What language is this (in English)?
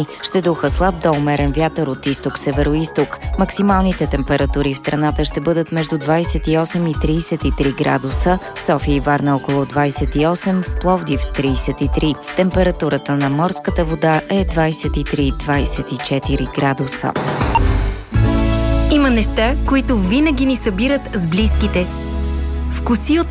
Bulgarian